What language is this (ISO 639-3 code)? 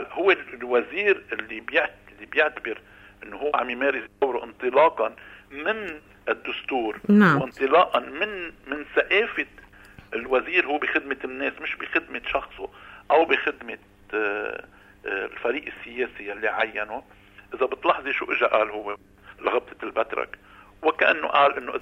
apc